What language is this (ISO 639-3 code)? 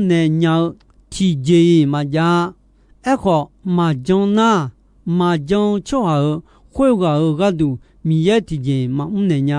ahk